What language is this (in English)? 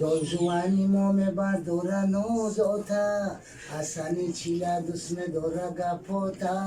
Tajik